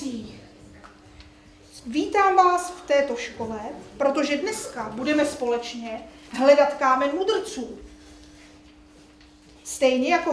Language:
Czech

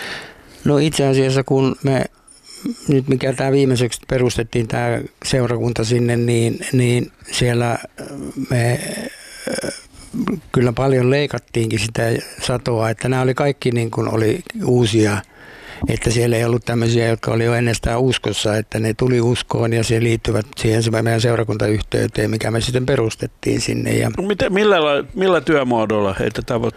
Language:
Finnish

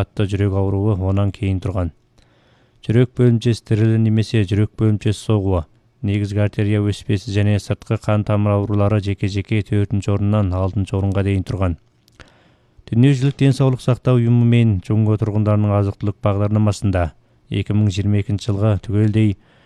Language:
Kazakh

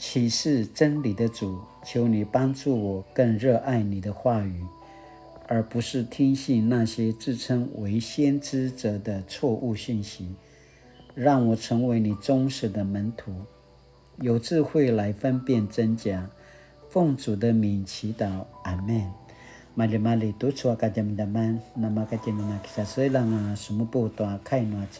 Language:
Paiwan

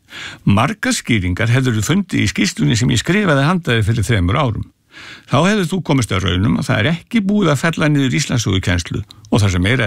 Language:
Icelandic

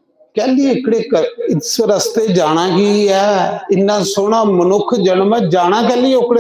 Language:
Dogri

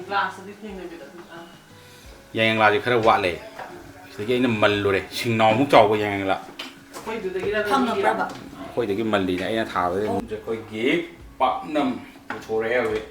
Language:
Manipuri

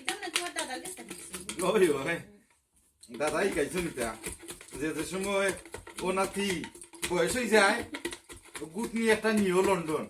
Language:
Sylheti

